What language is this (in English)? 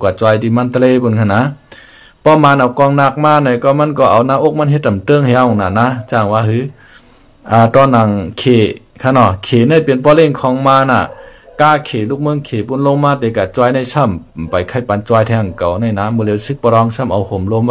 Shan